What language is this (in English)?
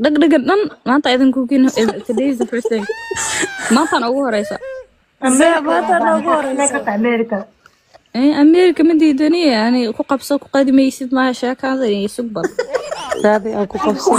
Somali